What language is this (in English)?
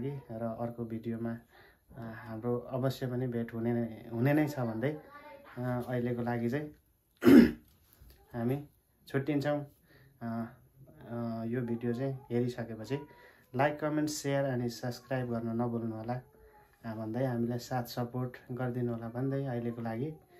Nepali